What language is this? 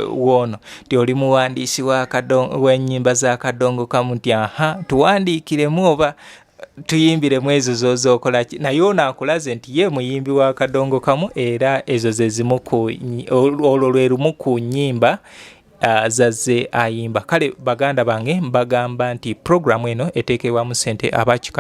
Ganda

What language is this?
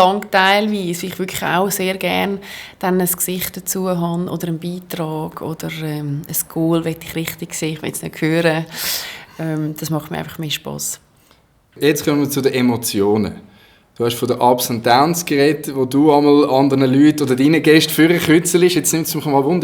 Swiss German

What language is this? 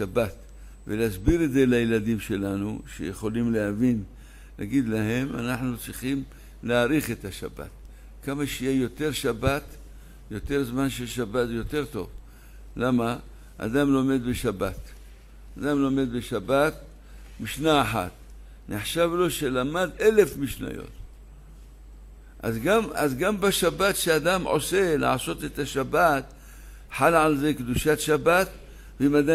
Hebrew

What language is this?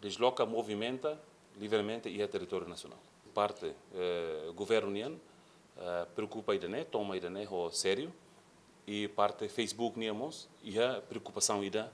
Tetum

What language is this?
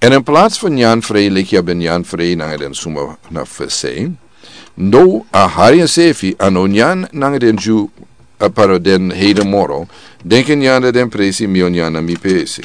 Sranan Tongo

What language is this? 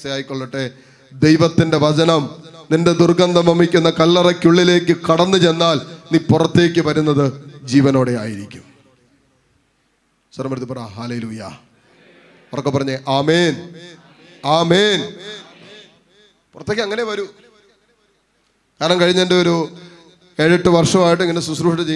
Malayalam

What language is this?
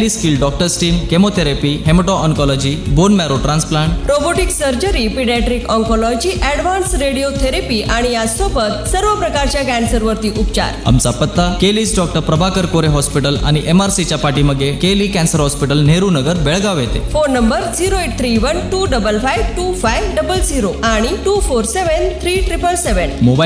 Marathi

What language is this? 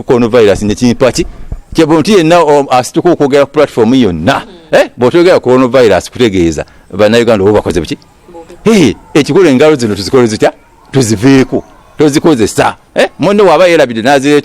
Ganda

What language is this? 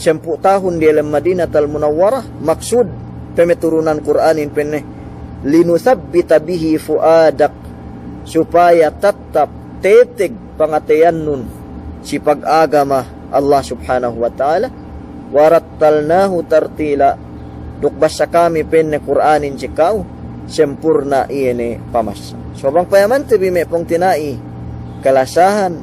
Yakan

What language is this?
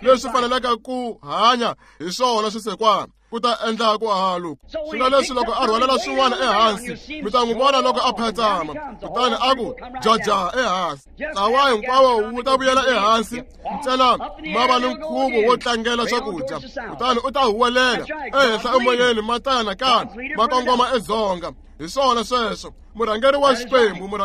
Tsonga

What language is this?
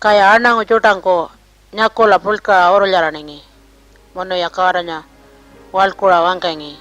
Pitjantjatjara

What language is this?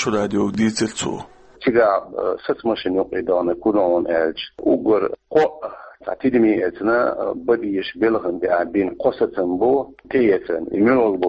Chechen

